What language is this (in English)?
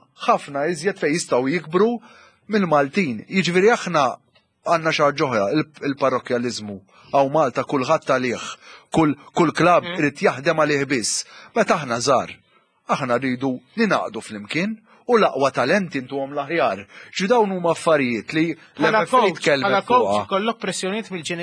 Maltese